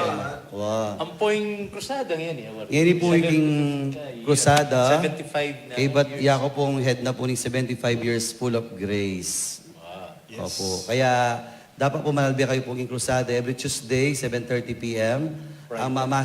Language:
Pampanga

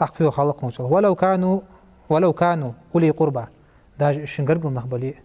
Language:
Ingush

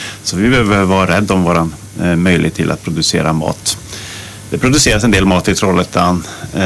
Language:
Swedish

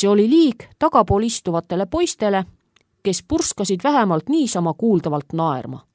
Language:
Estonian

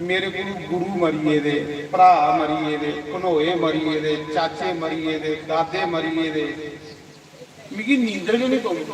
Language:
Dogri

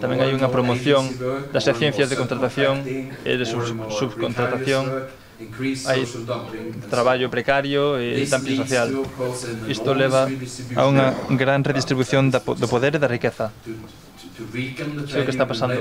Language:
Galician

